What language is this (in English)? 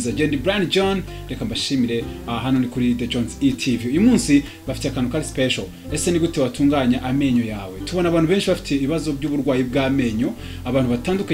Kinyarwanda